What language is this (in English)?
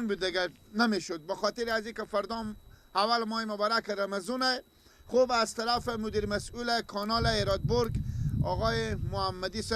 Persian